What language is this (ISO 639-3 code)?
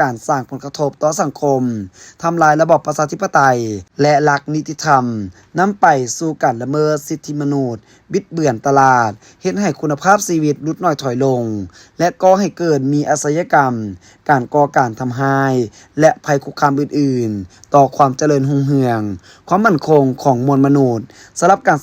lao